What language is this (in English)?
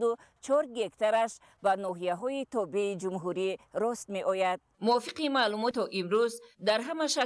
Tajik